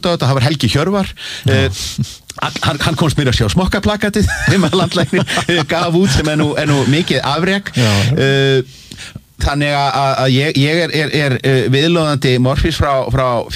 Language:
Icelandic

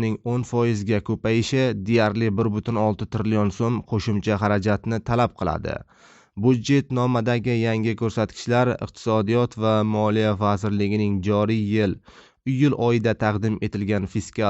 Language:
Uzbek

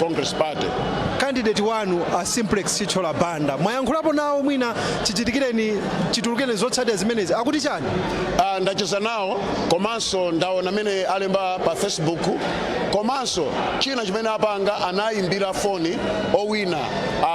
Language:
Nyanja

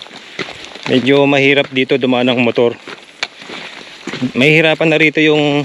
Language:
Filipino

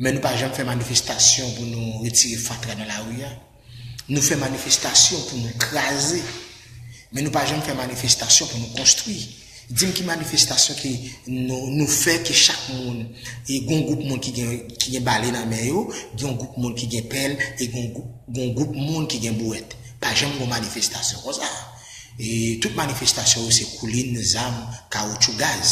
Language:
Haitian Creole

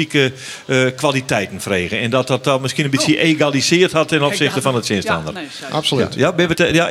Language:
Western Frisian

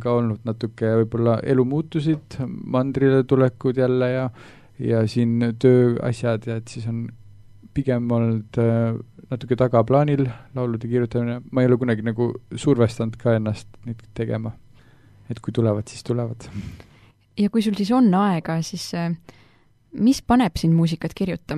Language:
Estonian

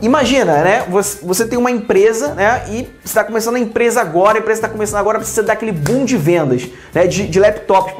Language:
Portuguese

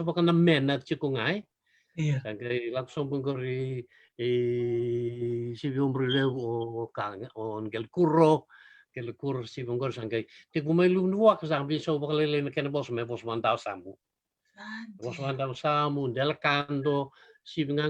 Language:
Fijian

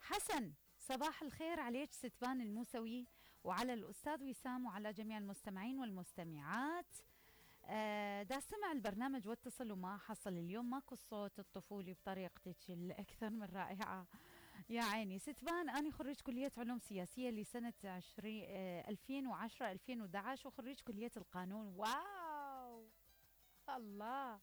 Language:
Mesopotamian Arabic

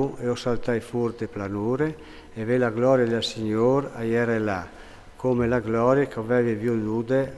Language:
Friulian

